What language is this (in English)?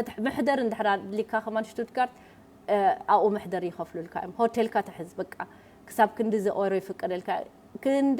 Tigrinya